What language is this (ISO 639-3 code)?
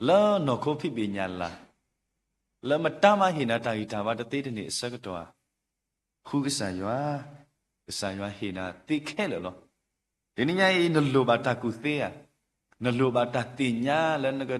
ksw